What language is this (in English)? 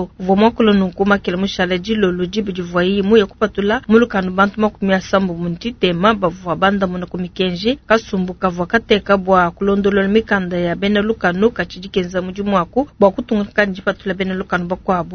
Luba-Lulua